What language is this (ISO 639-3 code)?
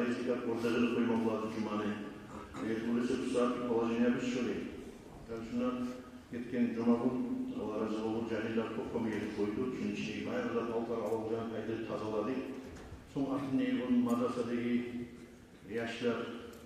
kum